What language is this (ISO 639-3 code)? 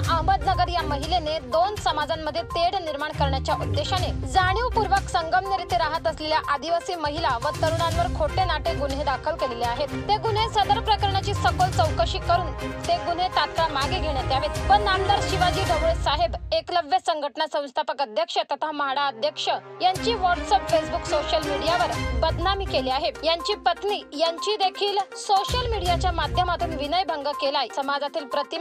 mar